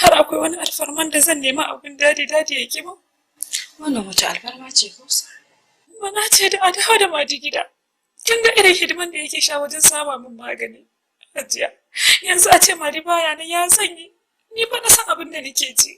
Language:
Hausa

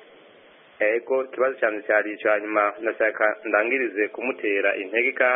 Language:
Kinyarwanda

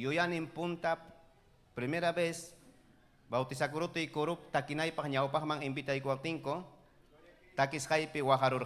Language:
Ayacucho Quechua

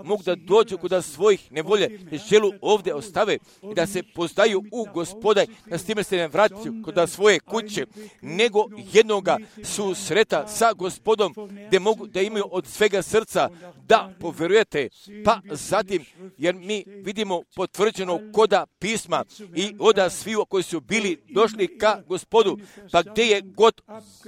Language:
Croatian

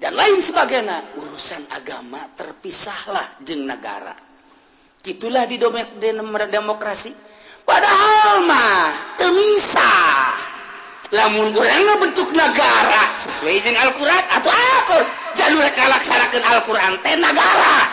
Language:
Sundanese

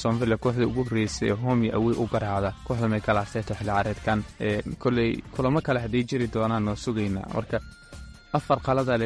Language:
Somali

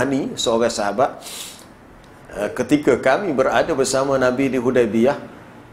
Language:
Malay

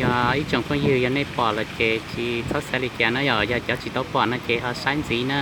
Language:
Hmong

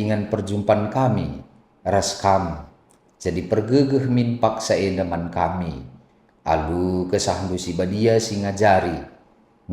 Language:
Batak Karo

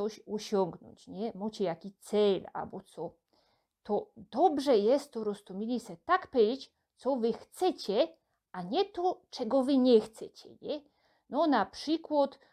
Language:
Silesian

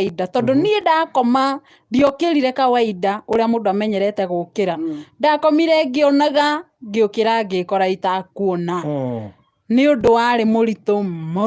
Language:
Kikuyu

